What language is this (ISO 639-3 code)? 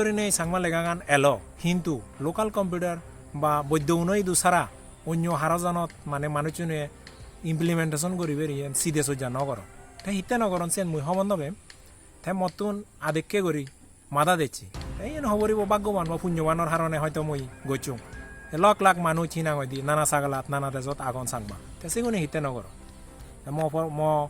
ccp